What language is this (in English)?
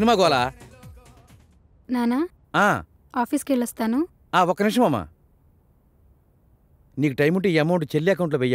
Telugu